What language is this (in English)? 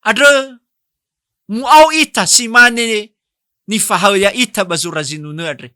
Nias